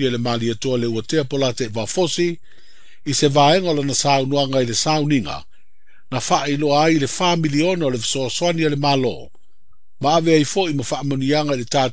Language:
Samoan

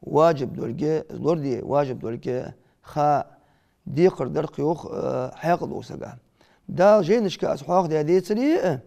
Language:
Ingush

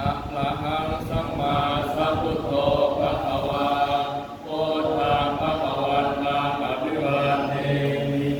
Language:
Pali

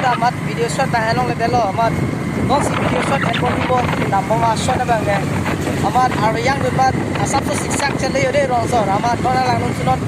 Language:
Karbi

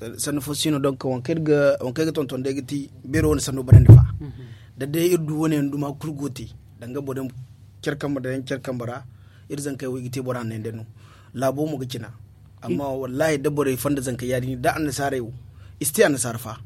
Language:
Zarma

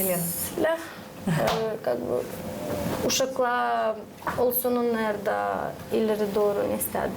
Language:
Gagauz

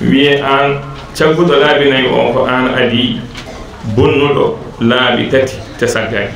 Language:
Fula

